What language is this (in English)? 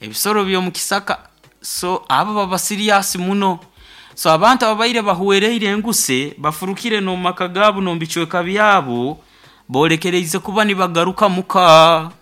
Nyoro